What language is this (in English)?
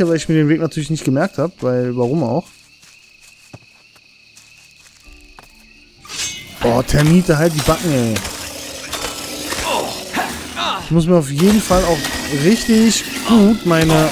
German